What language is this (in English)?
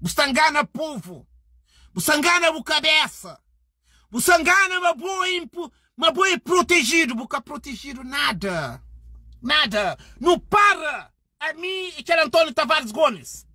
Kabuverdianu